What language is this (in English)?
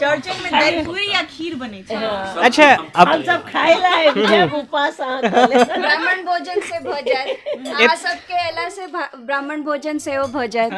Maithili